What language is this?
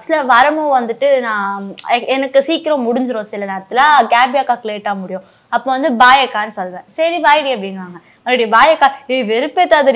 Tamil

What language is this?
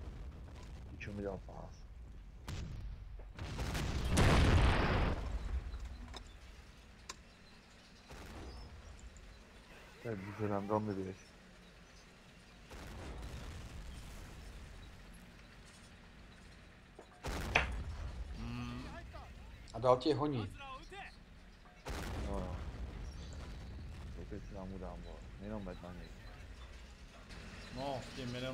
Czech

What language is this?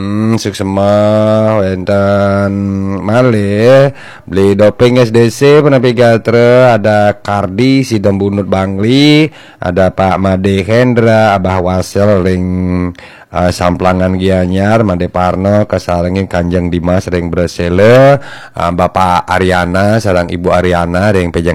Balinese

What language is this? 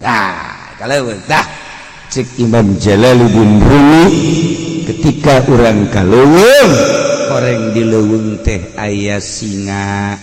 Sundanese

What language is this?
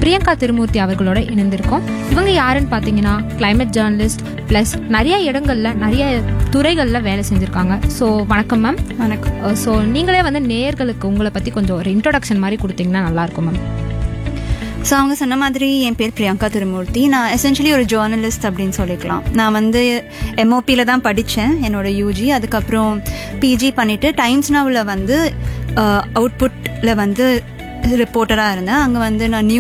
Tamil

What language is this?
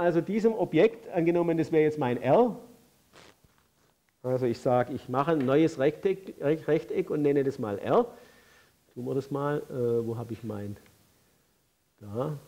German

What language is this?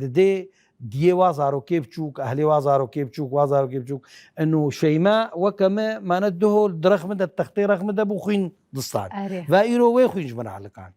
Kurdish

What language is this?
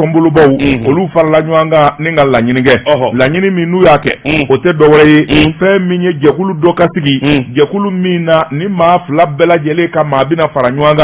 Bambara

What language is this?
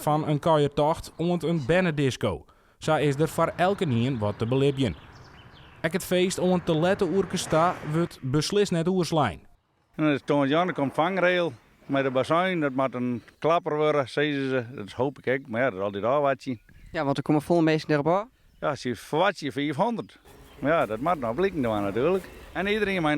Western Frisian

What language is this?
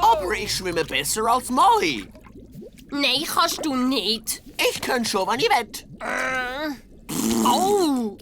Swiss German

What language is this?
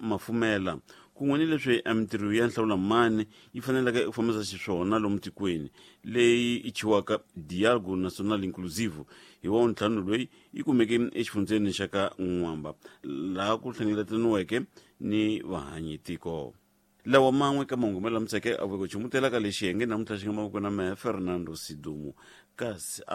Tsonga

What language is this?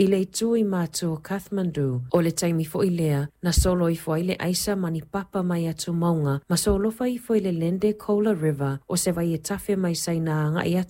Samoan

